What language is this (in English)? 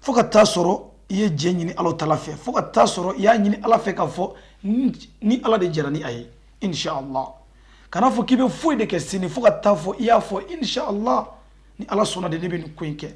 Bambara